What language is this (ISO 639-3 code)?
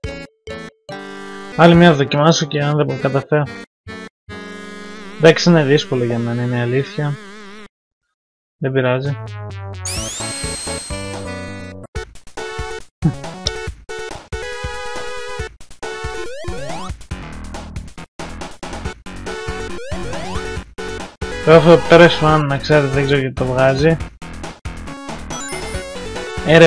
ell